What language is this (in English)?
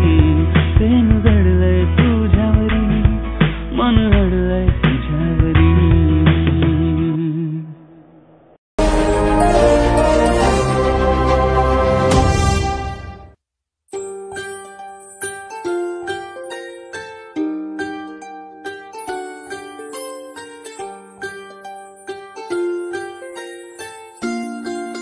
Marathi